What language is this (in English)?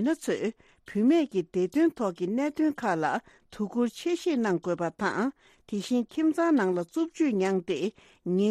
Tibetan